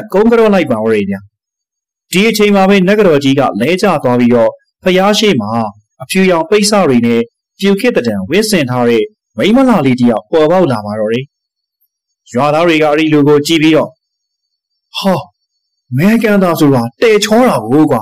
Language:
Burmese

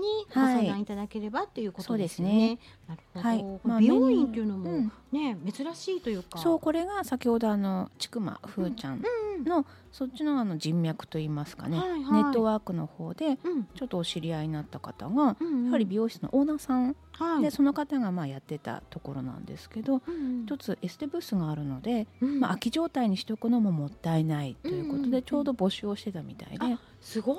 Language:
Japanese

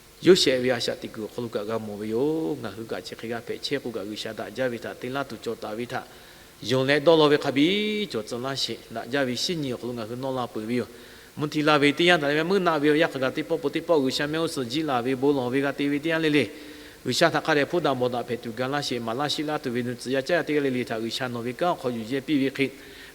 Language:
Lahu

